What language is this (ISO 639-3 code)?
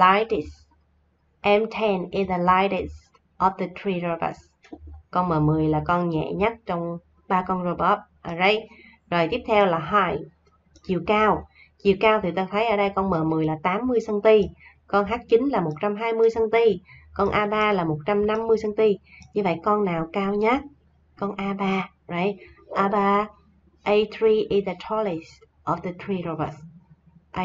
vie